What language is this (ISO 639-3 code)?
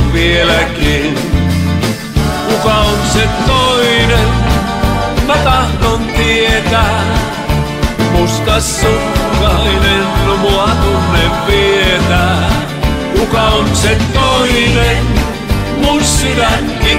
fin